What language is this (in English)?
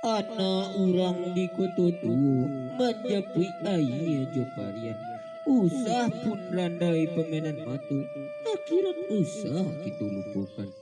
Minangkabau